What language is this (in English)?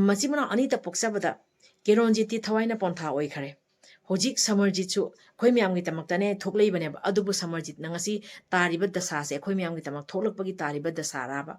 Manipuri